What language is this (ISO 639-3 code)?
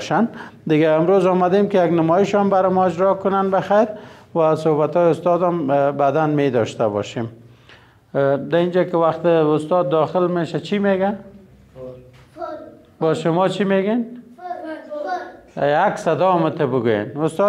fas